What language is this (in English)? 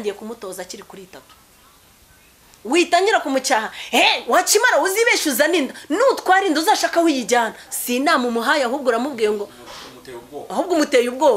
Kinyarwanda